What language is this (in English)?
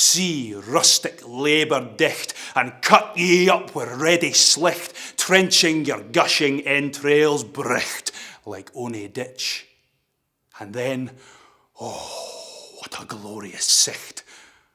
Scots